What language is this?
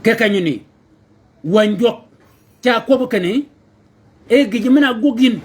Shilluk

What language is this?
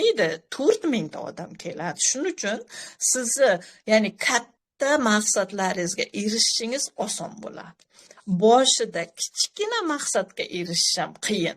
Uzbek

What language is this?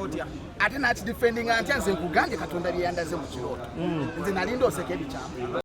Ganda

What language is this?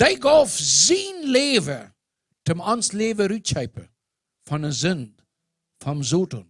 Plautdietsch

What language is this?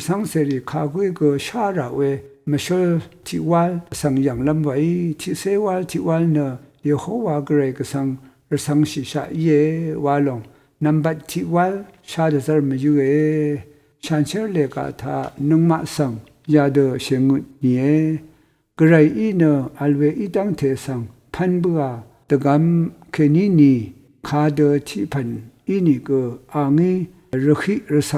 Rawang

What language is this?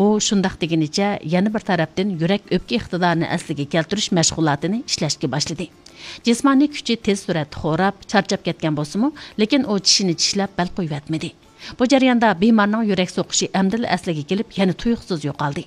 Uyghur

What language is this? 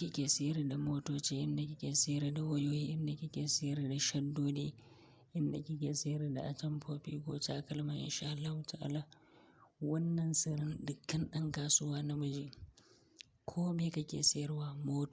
Hausa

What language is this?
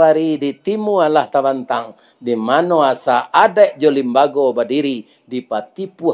Minangkabau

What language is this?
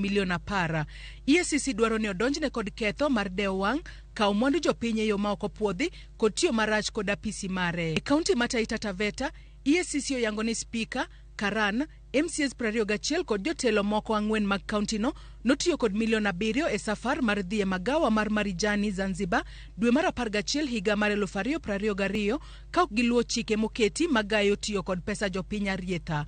Luo (Kenya and Tanzania)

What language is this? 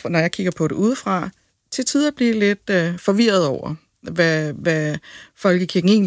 Danish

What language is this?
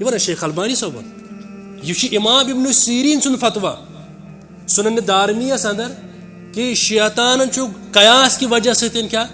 Kashmiri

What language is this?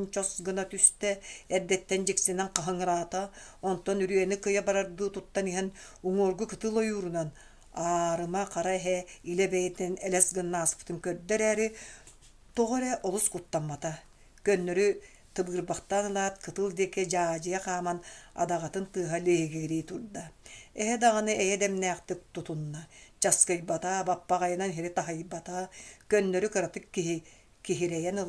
Yakut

